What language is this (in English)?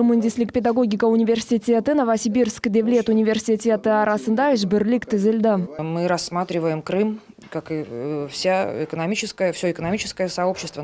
Crimean Tatar